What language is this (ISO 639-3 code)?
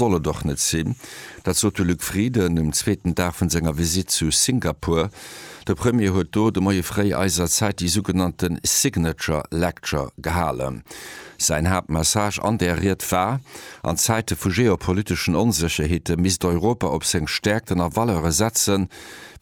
ltz